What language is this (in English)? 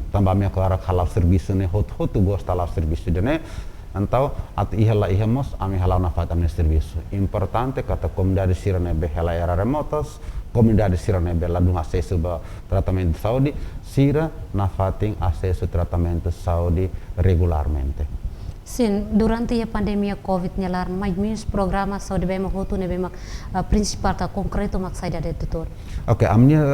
Tetum